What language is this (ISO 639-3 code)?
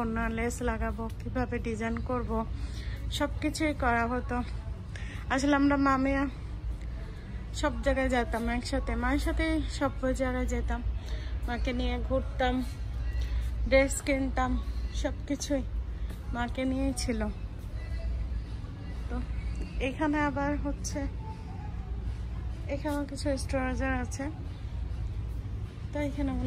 ben